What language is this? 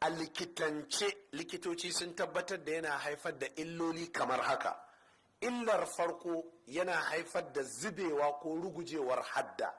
Hausa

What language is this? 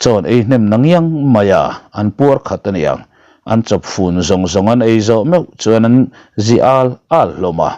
Mizo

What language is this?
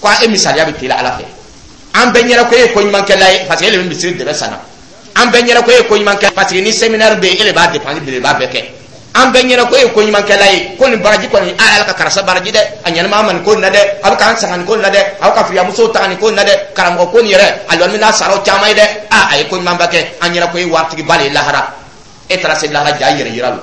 Dyula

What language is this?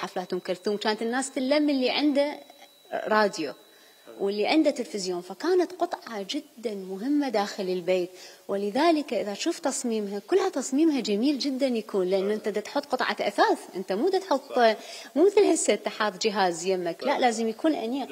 Mesopotamian Arabic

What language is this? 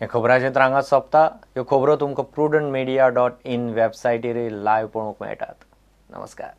Konkani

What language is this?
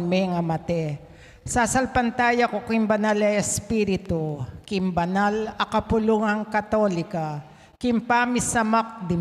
Pampanga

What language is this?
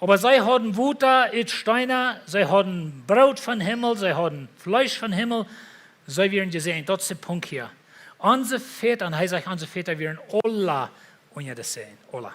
Plautdietsch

